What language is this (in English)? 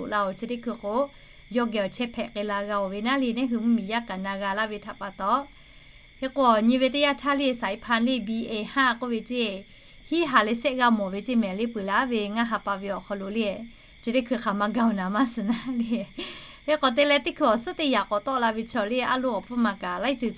Lahu